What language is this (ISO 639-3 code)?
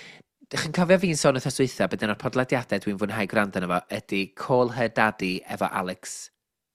cym